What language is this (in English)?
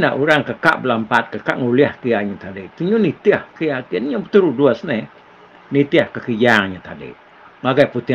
Iban